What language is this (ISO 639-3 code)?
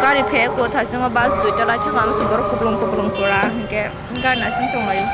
trp